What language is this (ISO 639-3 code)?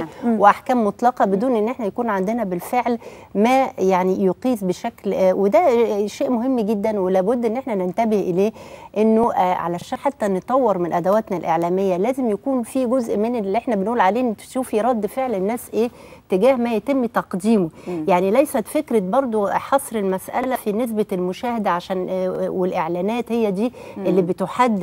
arz